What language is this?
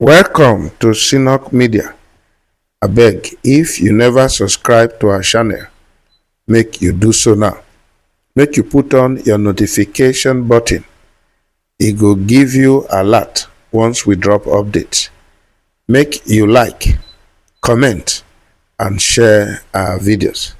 Nigerian Pidgin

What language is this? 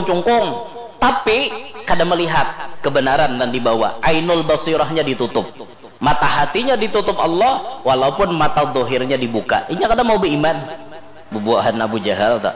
Banjar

